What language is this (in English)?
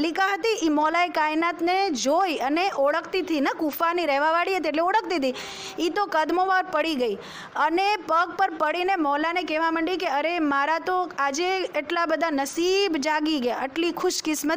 Gujarati